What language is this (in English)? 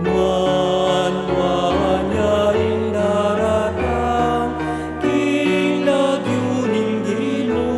Pampanga